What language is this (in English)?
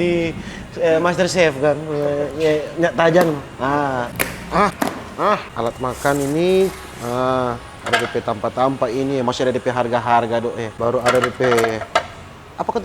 Manado Malay